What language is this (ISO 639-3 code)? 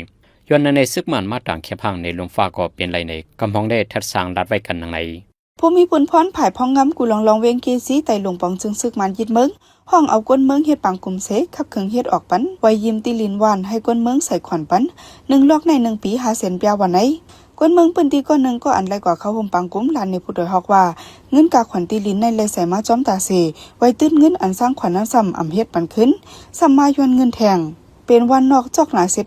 shn